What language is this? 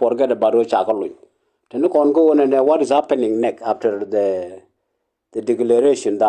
Nuer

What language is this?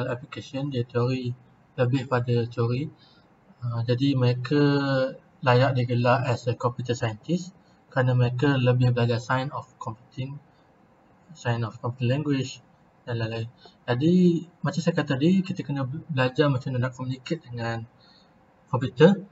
Malay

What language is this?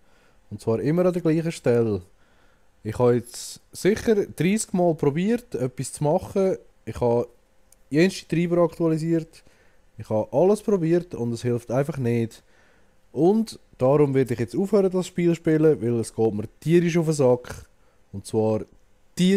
Swiss German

